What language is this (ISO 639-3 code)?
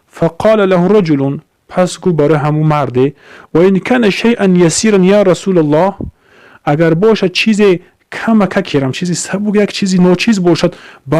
tgk